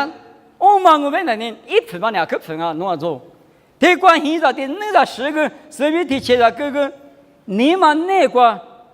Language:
Lisu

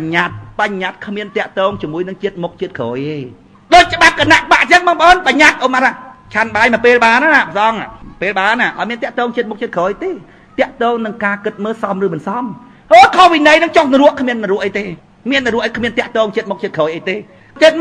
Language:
Khmer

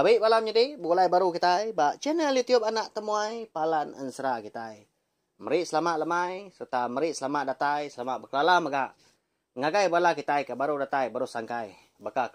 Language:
Iban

